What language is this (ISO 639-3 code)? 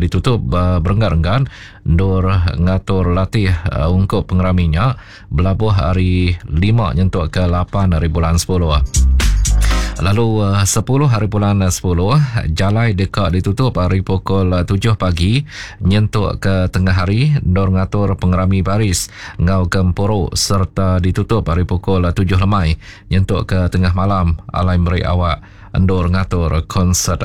iba